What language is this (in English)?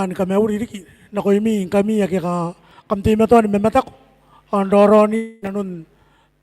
Gilbertese